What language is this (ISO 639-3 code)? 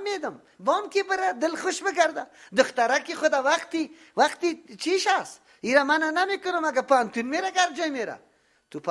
fas